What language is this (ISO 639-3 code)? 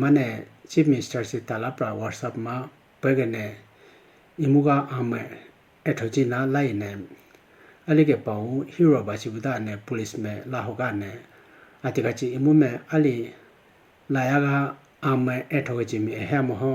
clk